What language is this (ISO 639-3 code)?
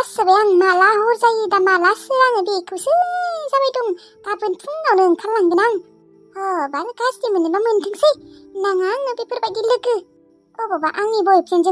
brx